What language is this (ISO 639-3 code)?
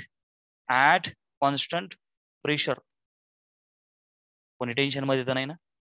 mar